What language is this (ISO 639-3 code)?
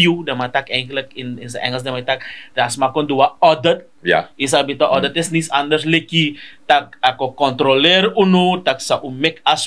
srn